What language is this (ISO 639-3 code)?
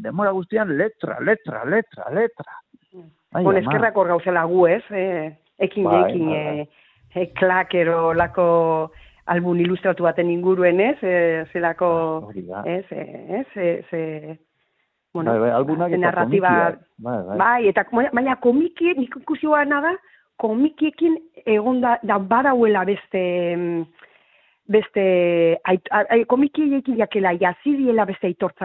eus